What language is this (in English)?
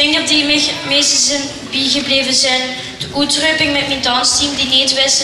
Limburgish